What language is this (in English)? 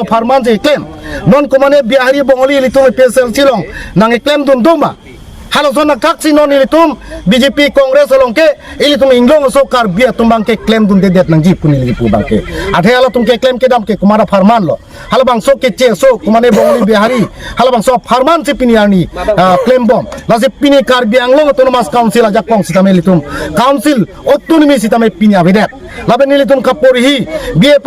Karbi